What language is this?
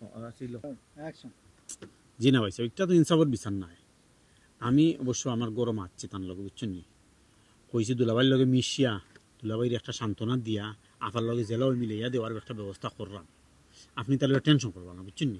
Sylheti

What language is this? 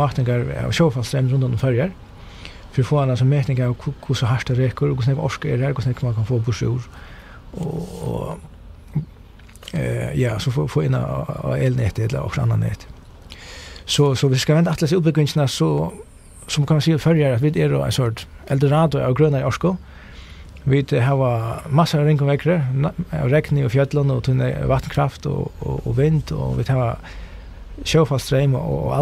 Faroese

